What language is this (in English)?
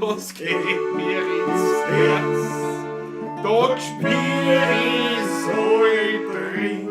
Bavarian